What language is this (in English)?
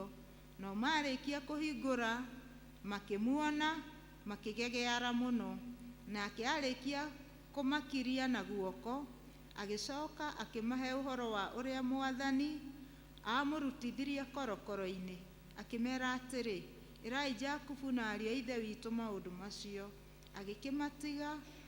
Kikuyu